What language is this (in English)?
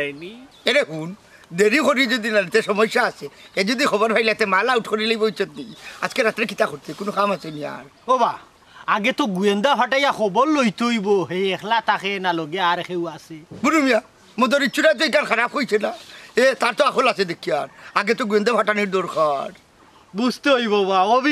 Sylheti